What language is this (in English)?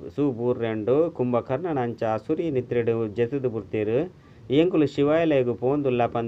Tulu